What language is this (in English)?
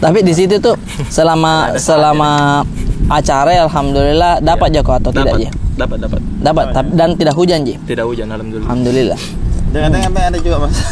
Makassar Malay